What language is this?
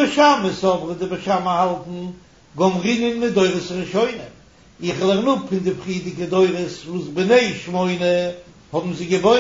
Yiddish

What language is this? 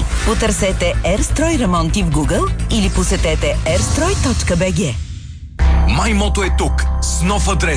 Bulgarian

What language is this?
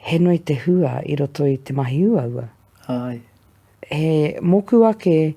Māori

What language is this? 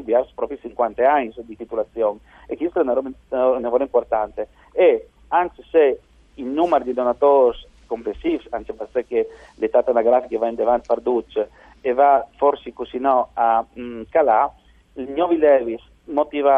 Friulian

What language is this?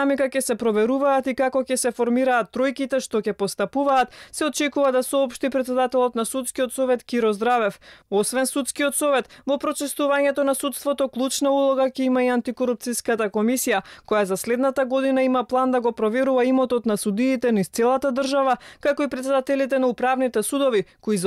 Macedonian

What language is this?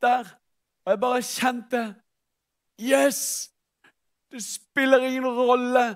Norwegian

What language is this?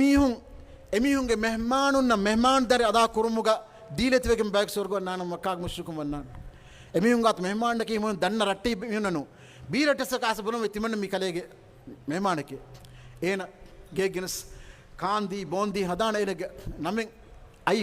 Divehi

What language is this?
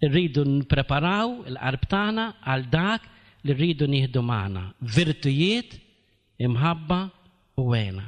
Maltese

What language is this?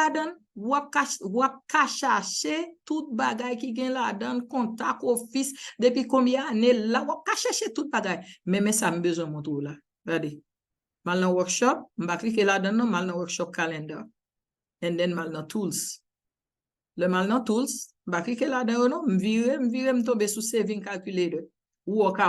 Haitian Creole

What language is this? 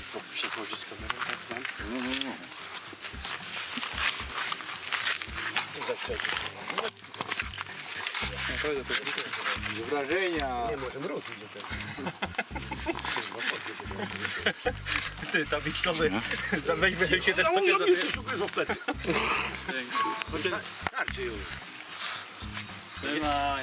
Polish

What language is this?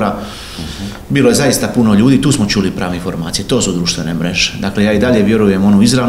Croatian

